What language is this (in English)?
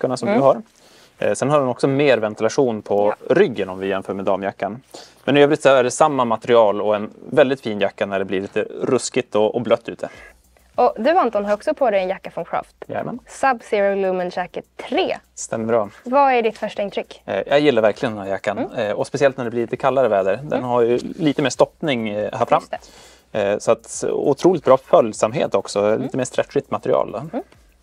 Swedish